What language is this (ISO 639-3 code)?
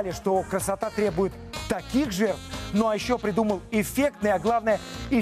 rus